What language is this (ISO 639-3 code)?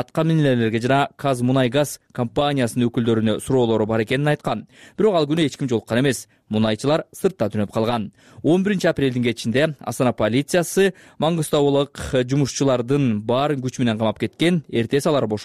kir